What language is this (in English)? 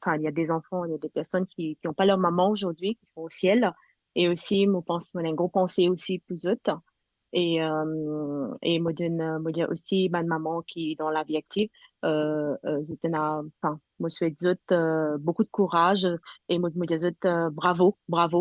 Morisyen